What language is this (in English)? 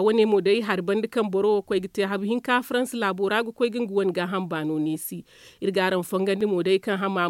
Zarma